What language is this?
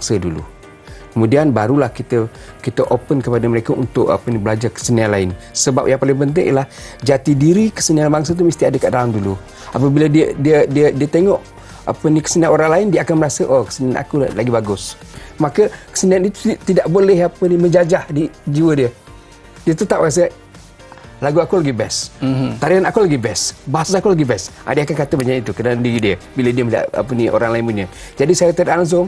Malay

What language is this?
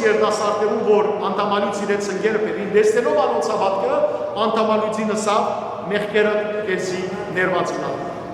Western Armenian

